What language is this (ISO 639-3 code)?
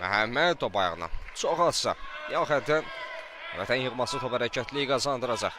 aze